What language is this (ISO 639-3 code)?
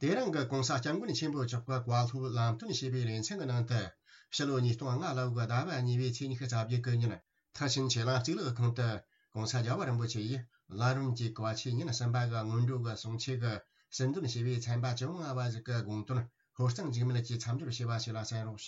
bod